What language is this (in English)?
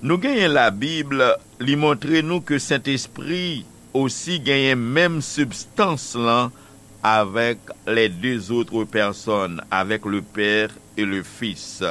Haitian Creole